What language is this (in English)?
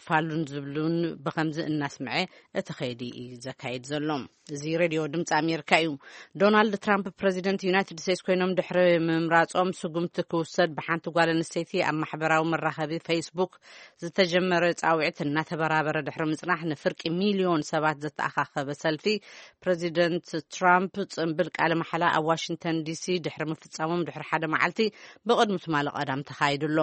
Tigrinya